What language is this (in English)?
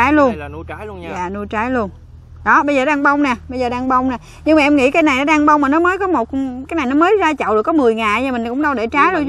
Vietnamese